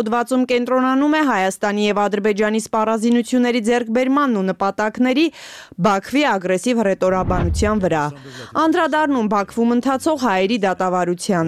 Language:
Armenian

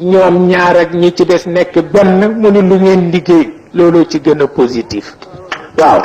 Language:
Wolof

